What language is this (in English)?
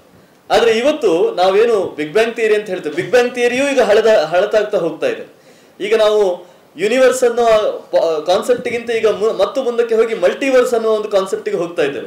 Kannada